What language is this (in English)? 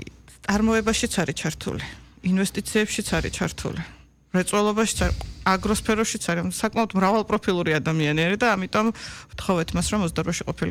Georgian